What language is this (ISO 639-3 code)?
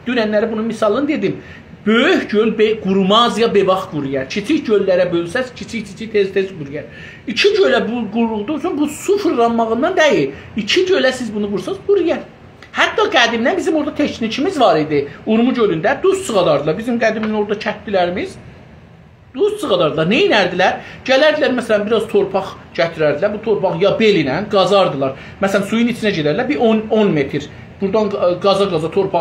azb